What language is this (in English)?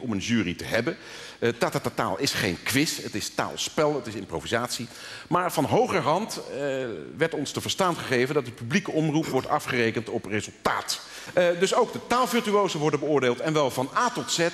Dutch